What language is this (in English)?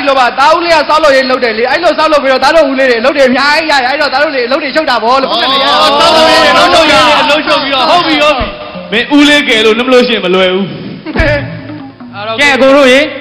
Burmese